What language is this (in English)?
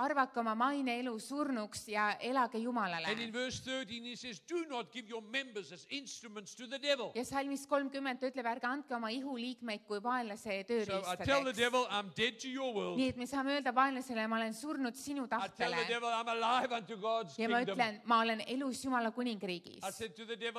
Estonian